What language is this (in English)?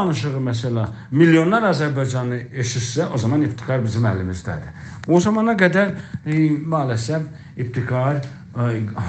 South Azerbaijani